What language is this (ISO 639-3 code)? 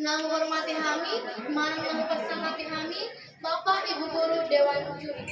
bbc